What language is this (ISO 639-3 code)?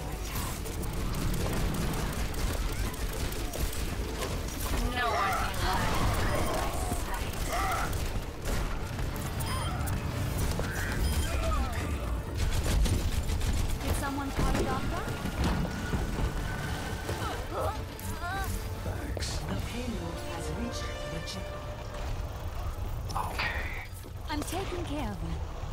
eng